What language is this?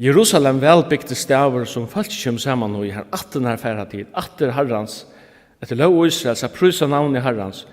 Faroese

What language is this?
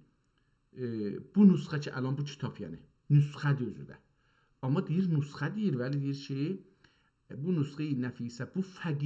South Azerbaijani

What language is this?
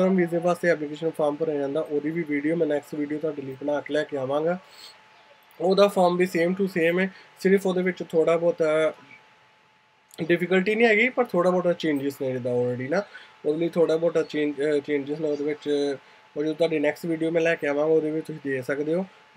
Punjabi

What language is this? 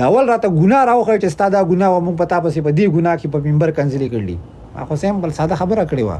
Pashto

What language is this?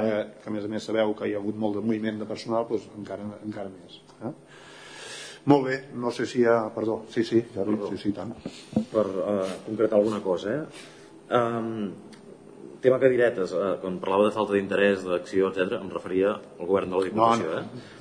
Catalan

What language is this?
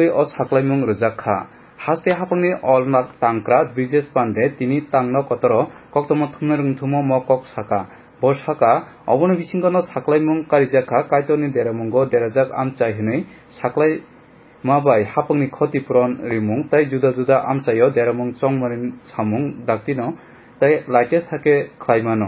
Kok Borok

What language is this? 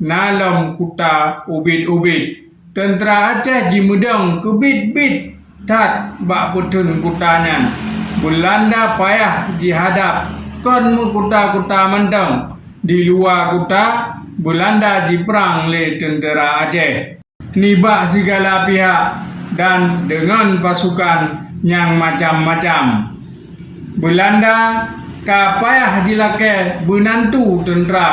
Achinese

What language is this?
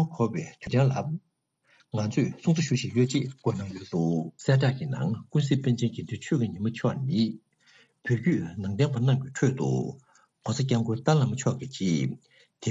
Tibetan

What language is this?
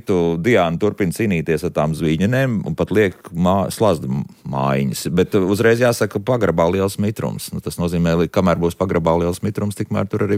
Latvian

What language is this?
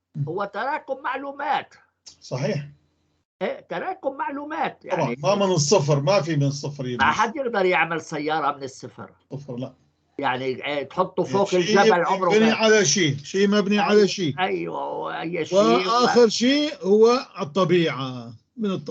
North Levantine Arabic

